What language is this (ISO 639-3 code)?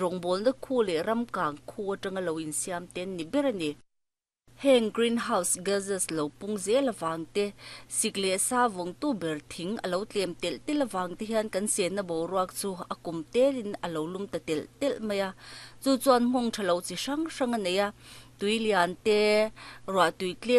lus